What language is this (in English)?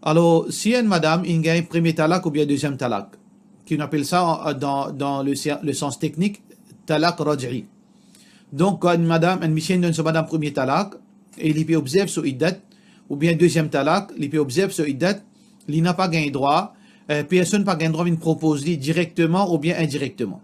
Morisyen